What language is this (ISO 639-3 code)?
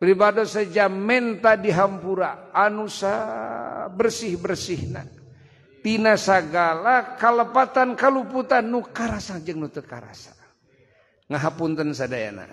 sun